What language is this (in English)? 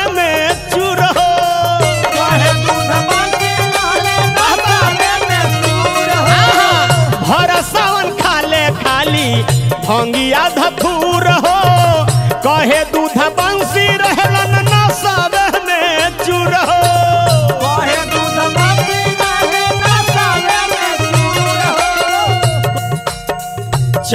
Bhojpuri